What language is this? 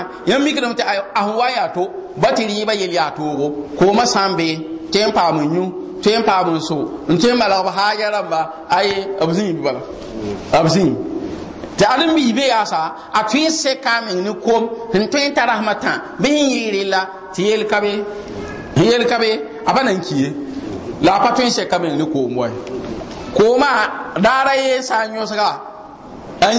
Mossi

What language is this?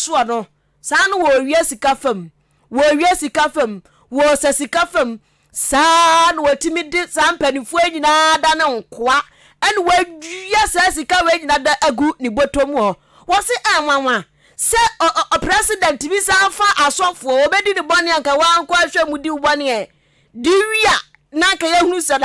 Akan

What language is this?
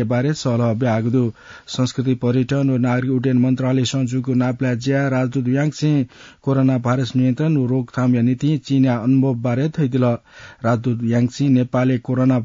Newari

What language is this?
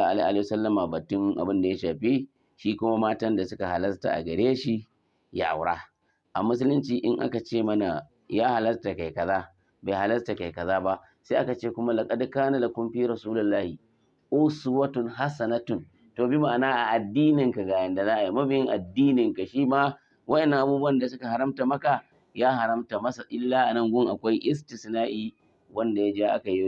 Hausa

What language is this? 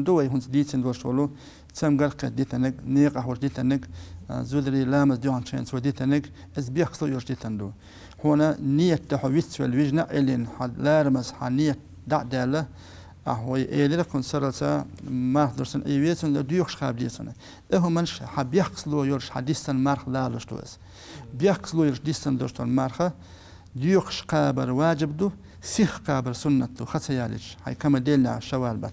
Chechen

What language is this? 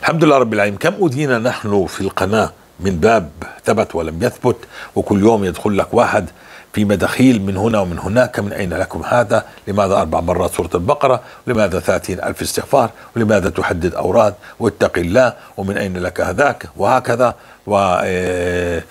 North Levantine Arabic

